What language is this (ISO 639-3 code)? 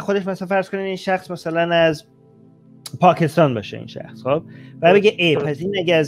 fas